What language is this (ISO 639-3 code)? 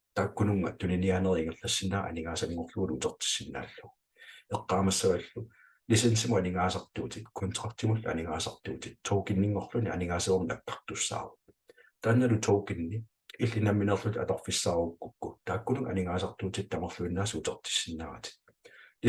kal